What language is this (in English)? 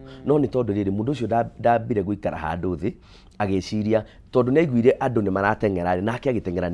Kikuyu